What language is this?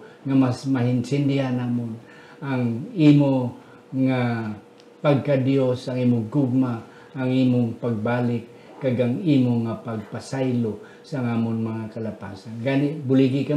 Hiligaynon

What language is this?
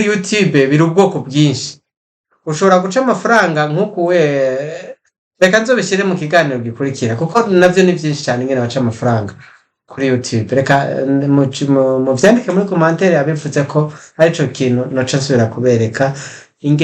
Rundi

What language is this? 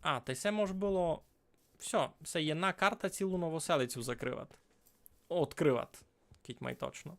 Rusyn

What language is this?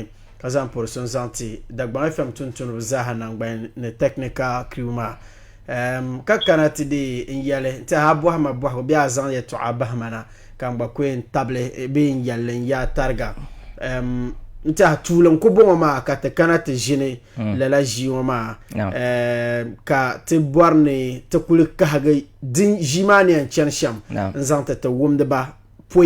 Dagbani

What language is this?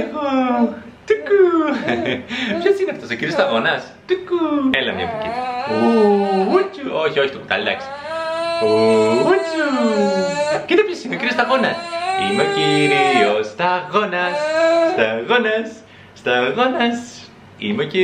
Greek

